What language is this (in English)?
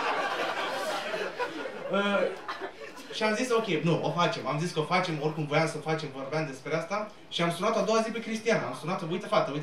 Romanian